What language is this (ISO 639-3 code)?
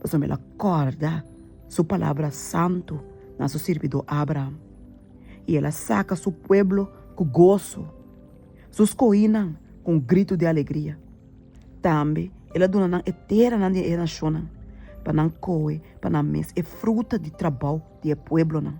pap